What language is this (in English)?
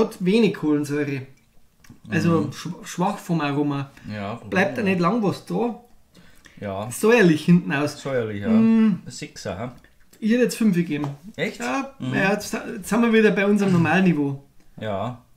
Bavarian